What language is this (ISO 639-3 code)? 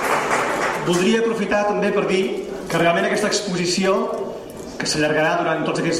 cat